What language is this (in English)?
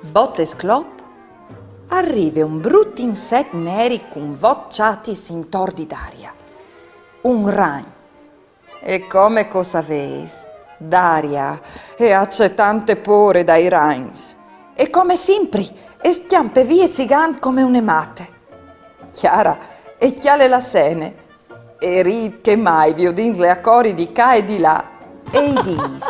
Friulian